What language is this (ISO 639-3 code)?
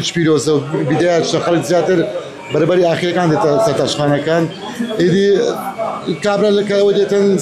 ckb